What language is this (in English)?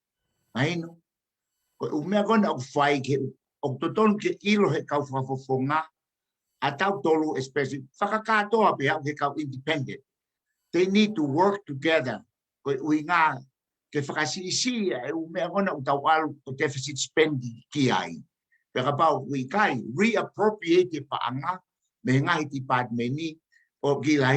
Tongan